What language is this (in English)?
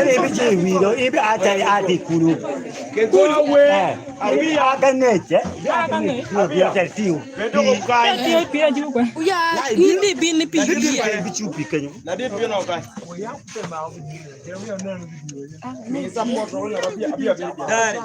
Acoli